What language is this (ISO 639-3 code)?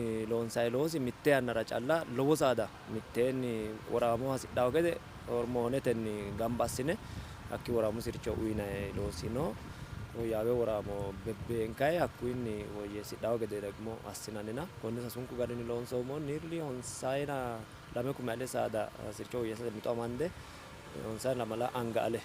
sid